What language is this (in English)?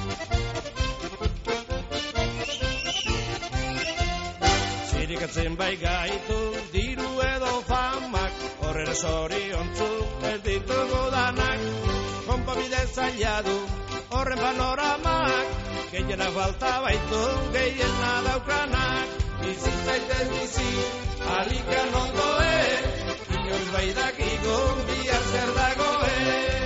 Basque